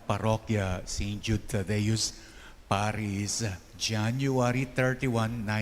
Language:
Pampanga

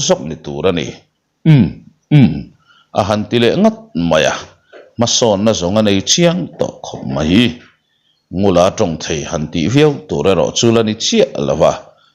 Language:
Mizo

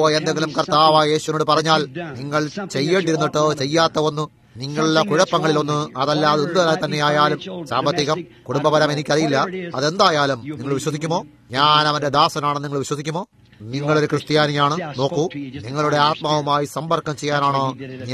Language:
Malayalam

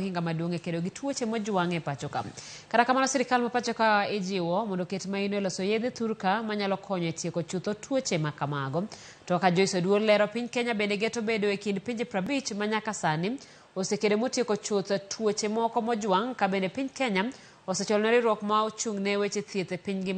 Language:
Luo (Kenya and Tanzania)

